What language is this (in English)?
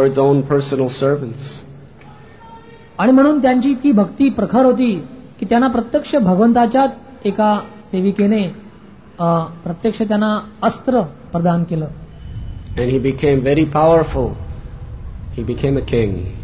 Marathi